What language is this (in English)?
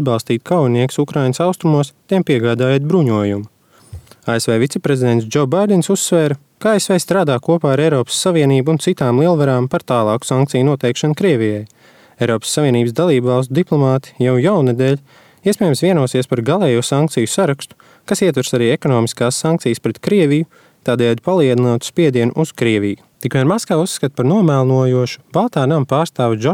Latvian